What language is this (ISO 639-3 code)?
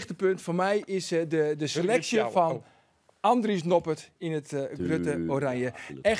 fry